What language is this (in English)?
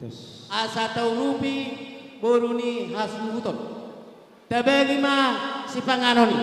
Batak Karo